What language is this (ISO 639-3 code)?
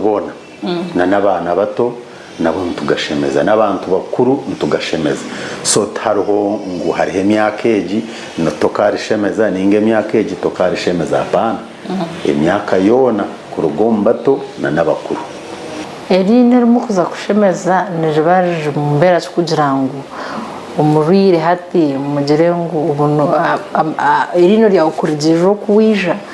nyn